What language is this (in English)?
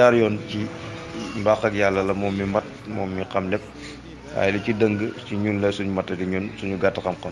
Wolof